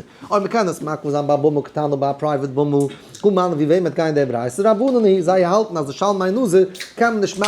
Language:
Yiddish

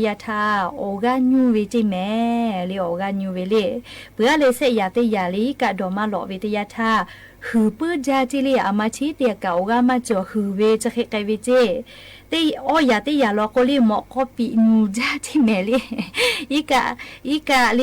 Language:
Lahu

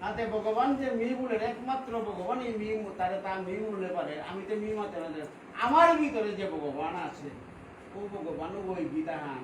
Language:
Bishnupriya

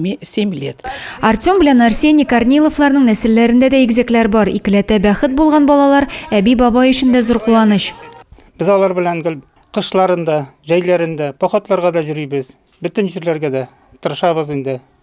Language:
Tatar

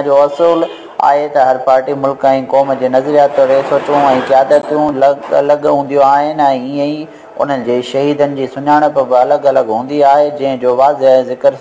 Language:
Sindhi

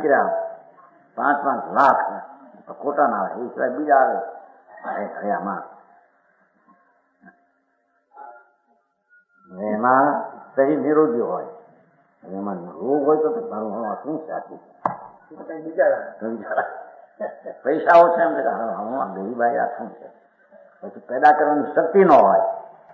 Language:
Gujarati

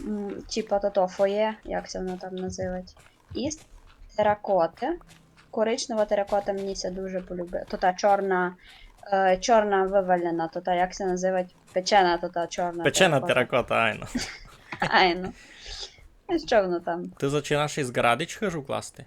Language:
Rusyn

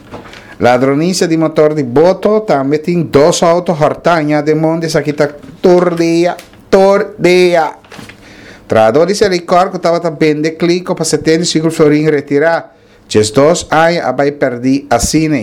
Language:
Papiamento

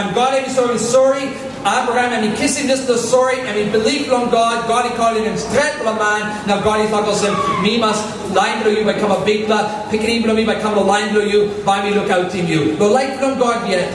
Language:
Tok Pisin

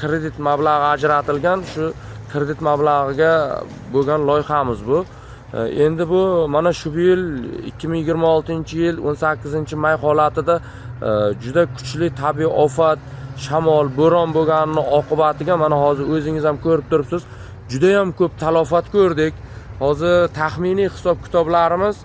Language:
Uzbek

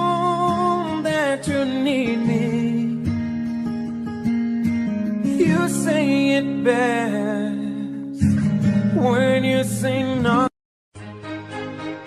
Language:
English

